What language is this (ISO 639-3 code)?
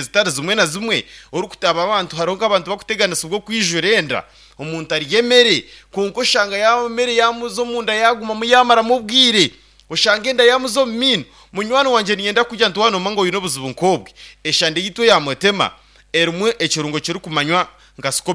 nyn